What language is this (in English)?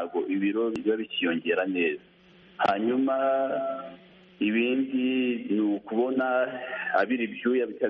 Kinyarwanda